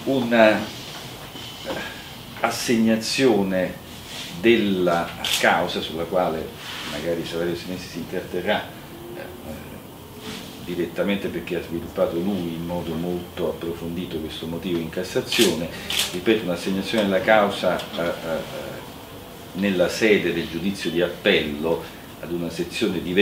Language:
Italian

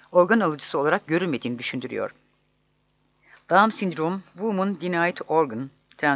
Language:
Turkish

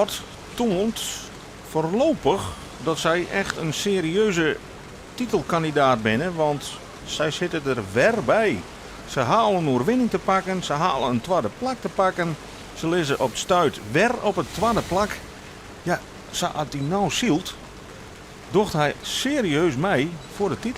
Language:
Western Frisian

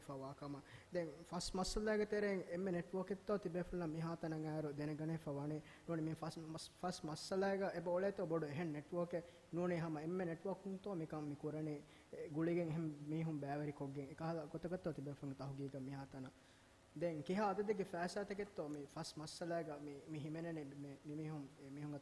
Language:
Divehi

